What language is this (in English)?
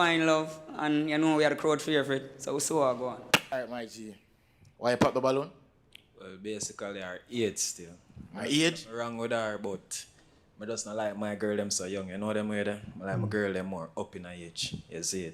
Jamaican Creole English